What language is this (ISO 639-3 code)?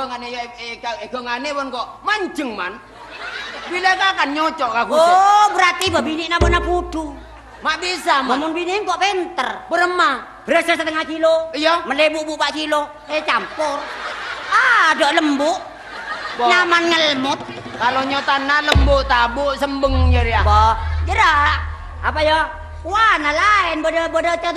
mad